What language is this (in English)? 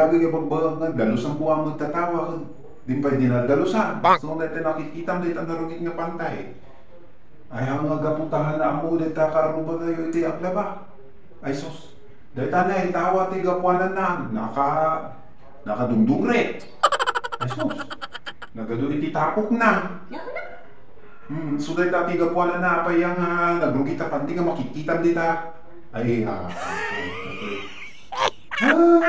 Iloko